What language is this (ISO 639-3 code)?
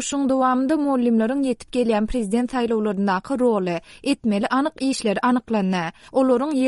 tuk